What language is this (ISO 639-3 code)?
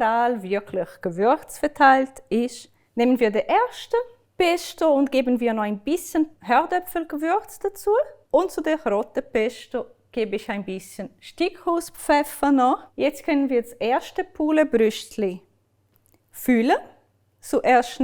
gsw